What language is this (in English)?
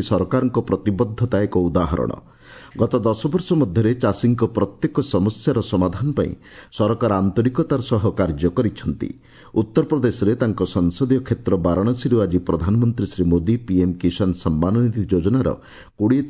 Odia